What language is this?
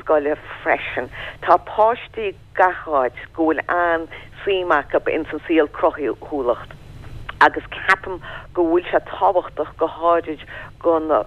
Irish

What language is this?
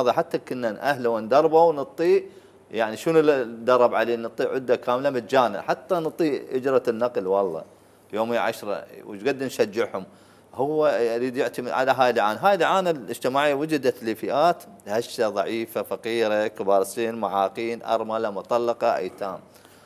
Mesopotamian Arabic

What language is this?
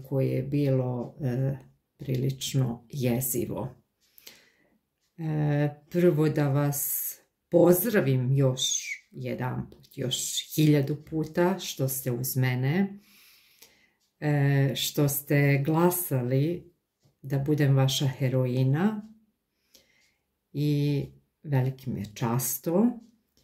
Serbian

